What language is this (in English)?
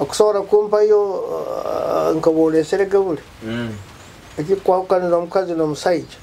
Nyoro